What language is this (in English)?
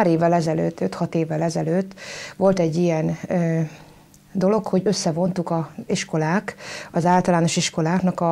Hungarian